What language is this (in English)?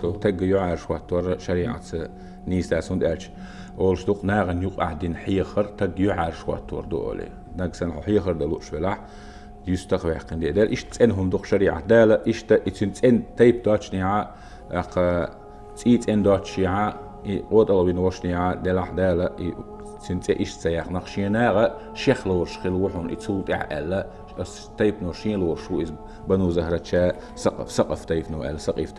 Chechen